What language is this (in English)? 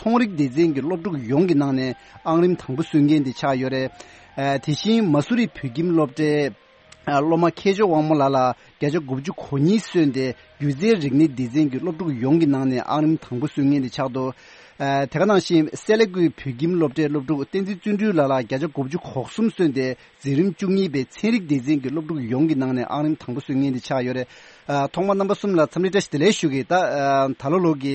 Tibetan